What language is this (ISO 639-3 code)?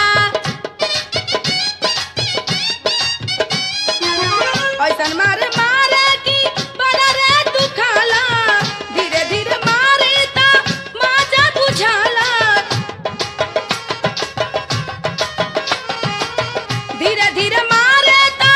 bho